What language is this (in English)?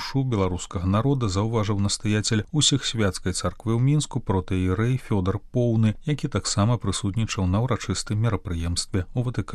Belarusian